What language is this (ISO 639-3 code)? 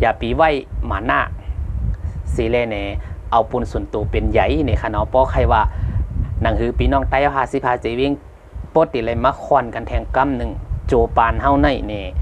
shn